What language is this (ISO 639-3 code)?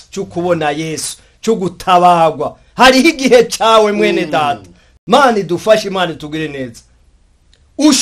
run